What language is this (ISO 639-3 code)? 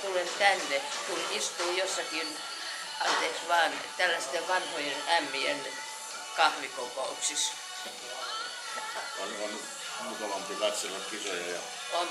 fin